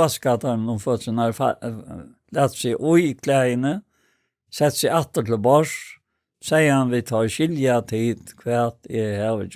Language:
Faroese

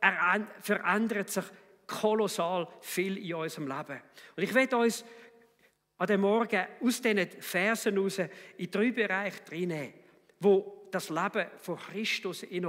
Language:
Swiss German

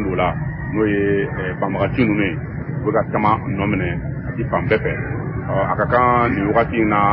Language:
Bambara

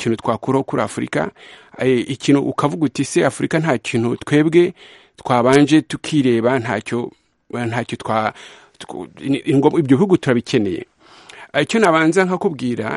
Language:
Kinyarwanda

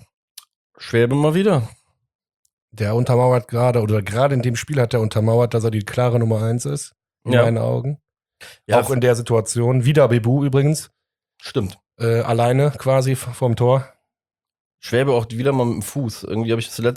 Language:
German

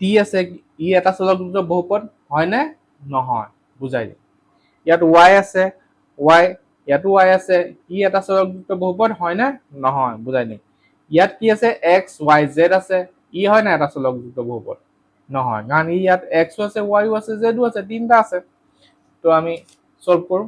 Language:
Assamese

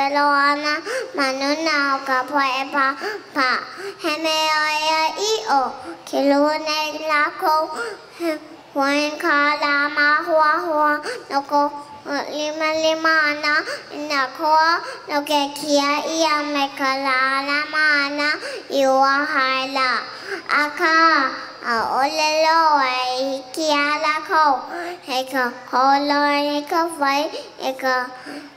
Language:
Hawaiian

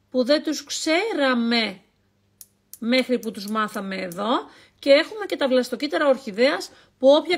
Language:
Greek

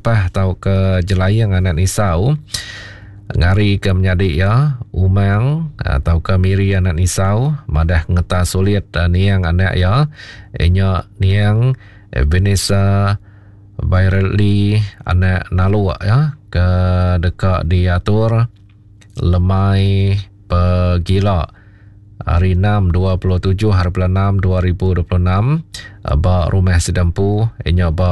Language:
Iban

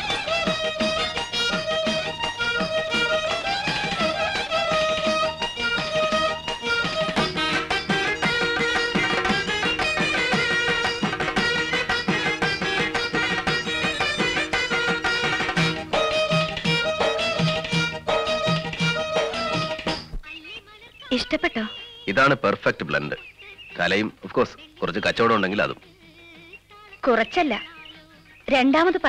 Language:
Malayalam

